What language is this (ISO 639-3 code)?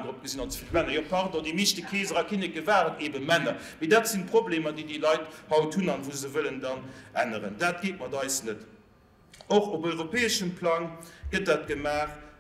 ltz